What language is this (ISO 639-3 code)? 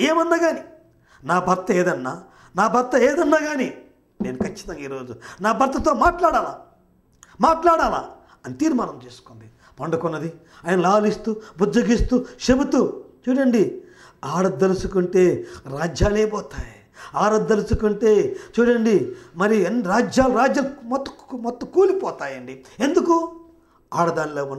tel